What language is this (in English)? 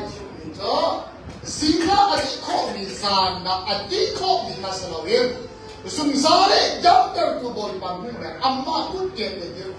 Hakha Chin